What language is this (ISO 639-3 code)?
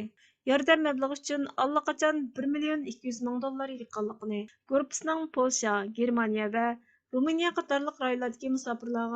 uig